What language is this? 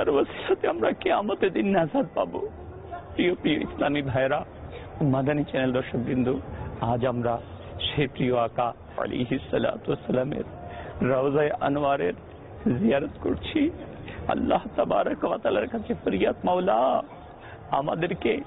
Bangla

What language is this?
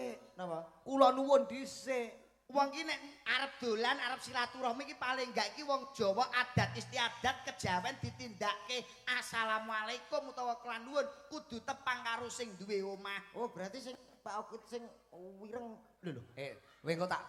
Javanese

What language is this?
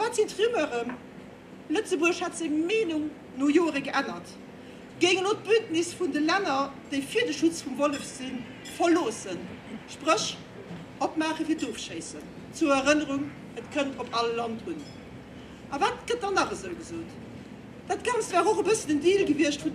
Luxembourgish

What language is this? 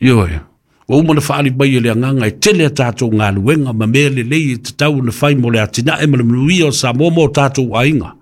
Samoan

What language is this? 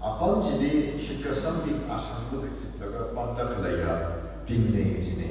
Tangkhul Naga (India)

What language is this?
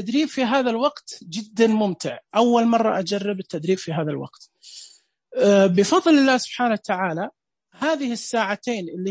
Najdi Arabic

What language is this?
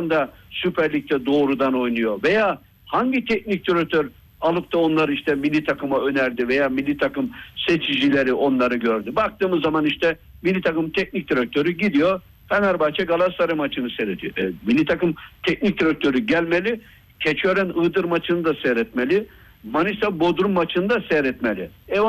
Turkish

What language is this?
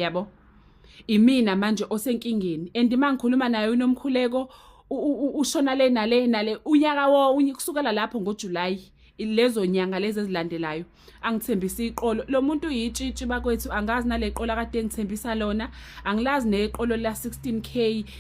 Zulu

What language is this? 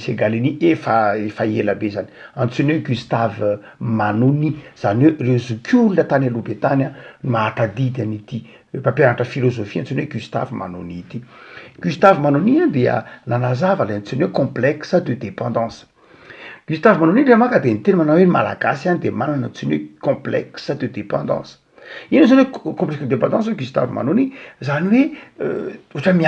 Malagasy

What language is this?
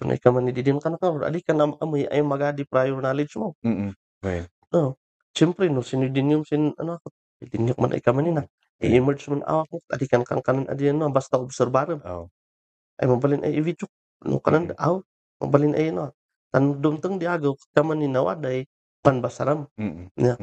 Kankanaey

